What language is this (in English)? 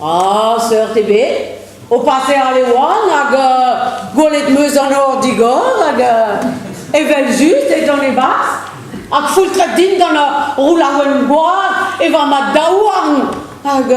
Breton